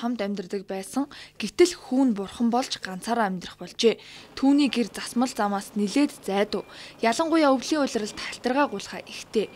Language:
Mongolian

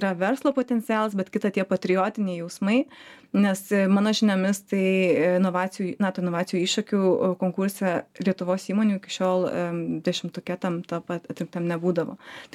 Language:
Lithuanian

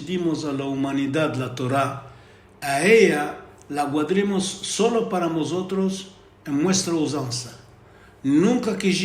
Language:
Ladino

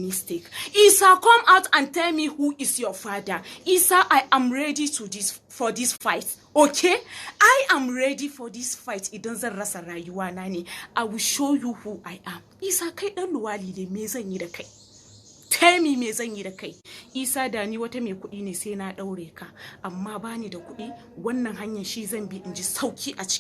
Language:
Hausa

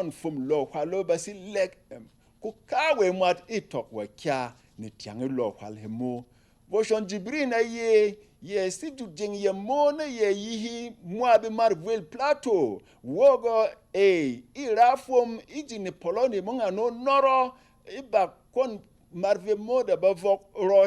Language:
Berom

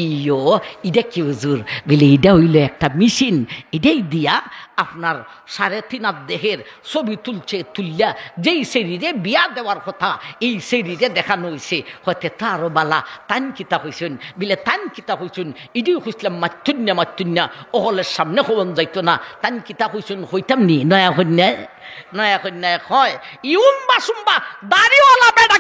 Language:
Sylheti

